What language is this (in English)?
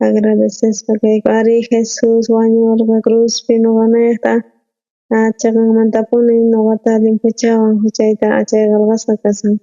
South Bolivian Quechua